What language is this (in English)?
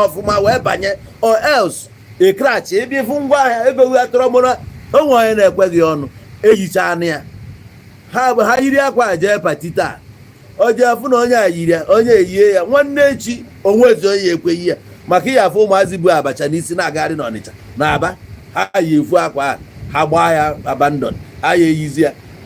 Igbo